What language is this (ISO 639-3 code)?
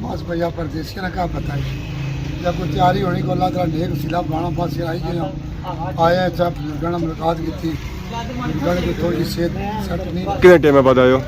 phr